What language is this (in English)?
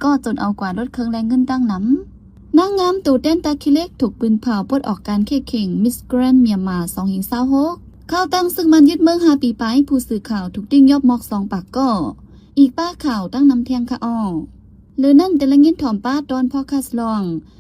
Shan